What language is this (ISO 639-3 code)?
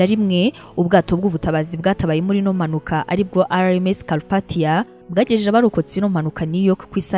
kin